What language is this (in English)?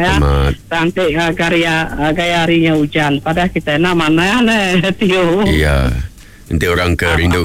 Iban